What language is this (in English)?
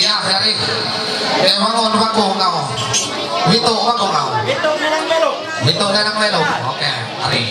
Ma'anyan